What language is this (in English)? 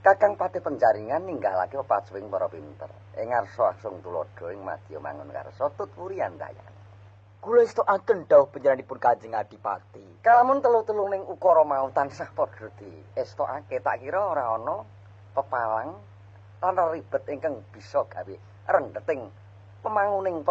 Javanese